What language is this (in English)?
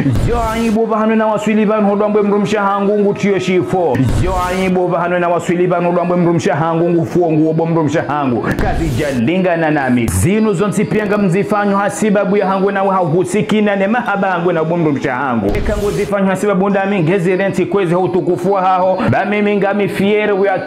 Ngazidja Comorian